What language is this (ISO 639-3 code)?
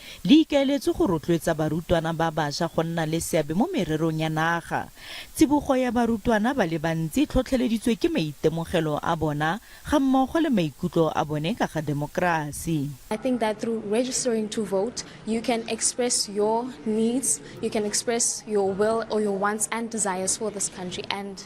tsn